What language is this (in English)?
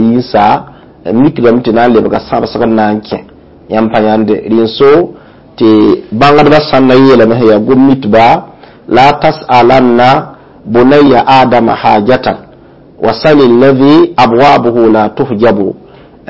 Mossi